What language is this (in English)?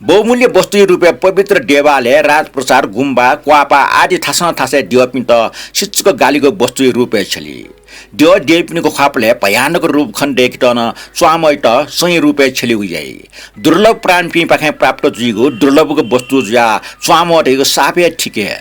Newari